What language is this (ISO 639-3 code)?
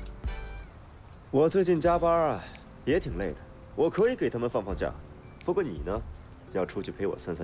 zho